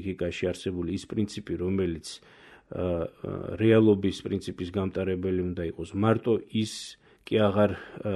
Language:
Georgian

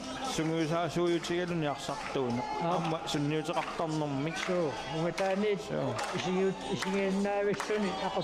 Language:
Kalaallisut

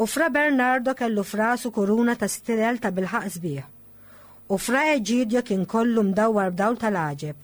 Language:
Maltese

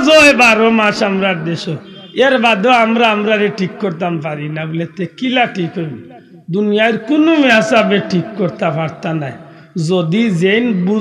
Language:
Sylheti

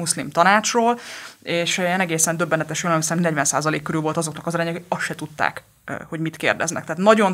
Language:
Hungarian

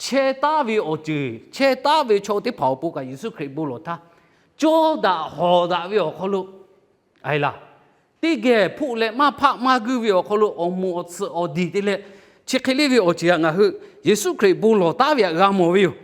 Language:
Lahu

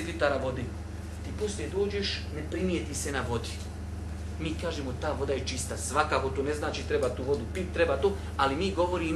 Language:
Bosnian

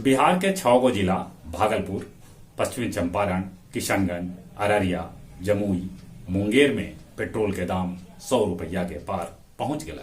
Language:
Magahi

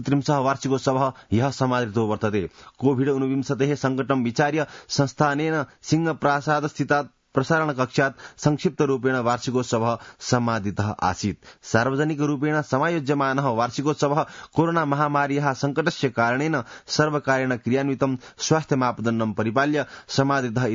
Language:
Sanskrit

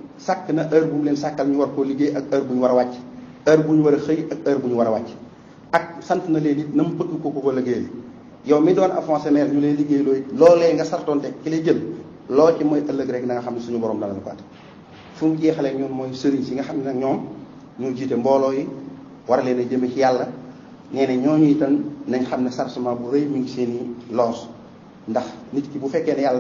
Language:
Wolof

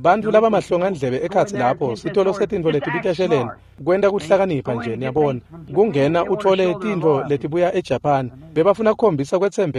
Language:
Swati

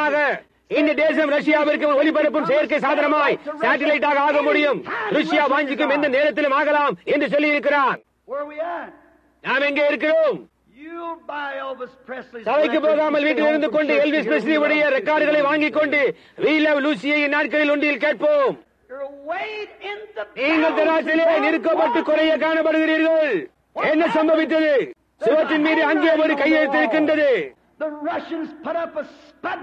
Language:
Tamil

